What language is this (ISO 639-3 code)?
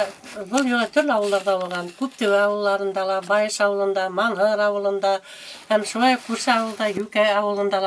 bak